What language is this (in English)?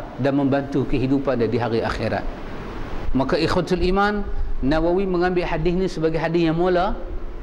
Malay